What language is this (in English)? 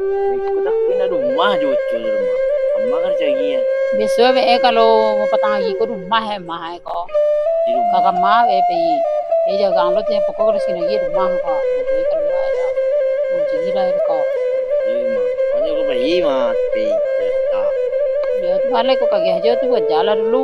Minangkabau